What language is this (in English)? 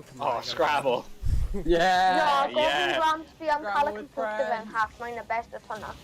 Welsh